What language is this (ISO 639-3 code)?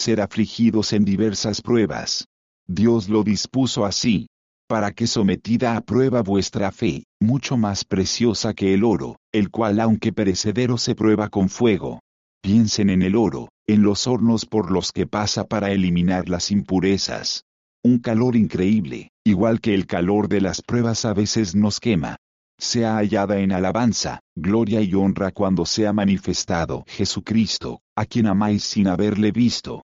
spa